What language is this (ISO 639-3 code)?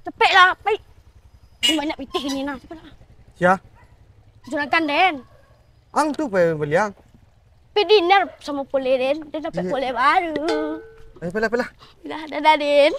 min